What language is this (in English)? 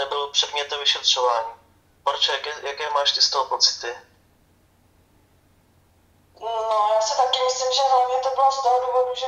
Czech